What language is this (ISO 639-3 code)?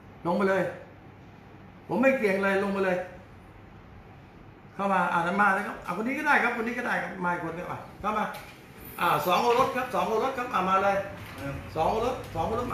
tha